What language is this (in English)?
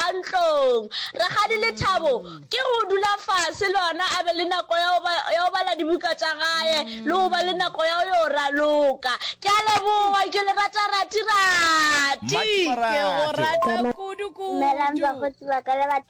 Northern Sotho